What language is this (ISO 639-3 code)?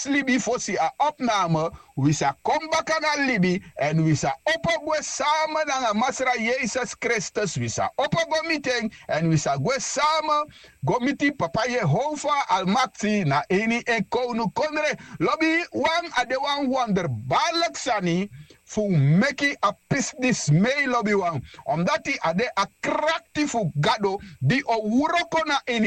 srn